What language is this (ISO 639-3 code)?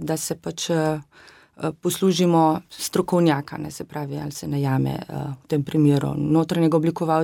slv